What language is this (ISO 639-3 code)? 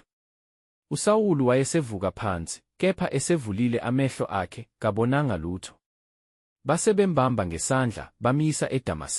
zul